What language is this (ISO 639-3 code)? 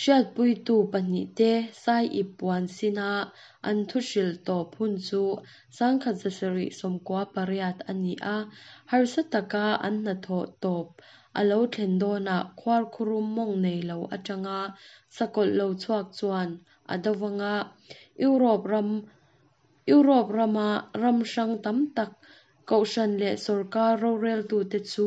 lus